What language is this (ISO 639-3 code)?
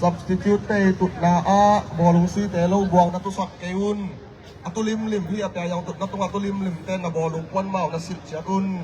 ctd